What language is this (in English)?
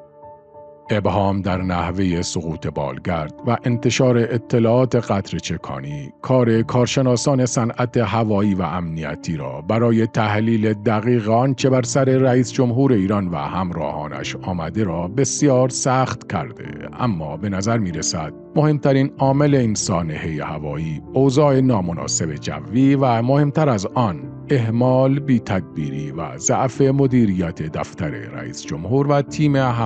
Persian